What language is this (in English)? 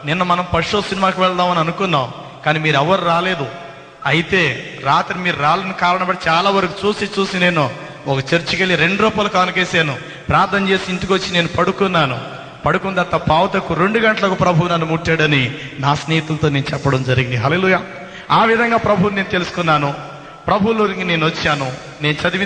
Telugu